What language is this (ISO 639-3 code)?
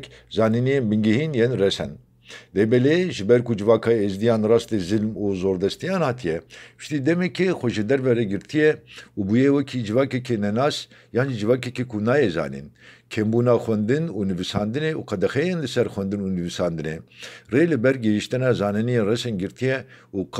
kur